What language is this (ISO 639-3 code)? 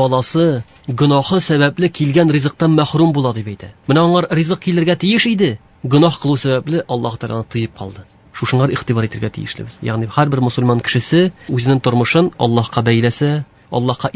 tat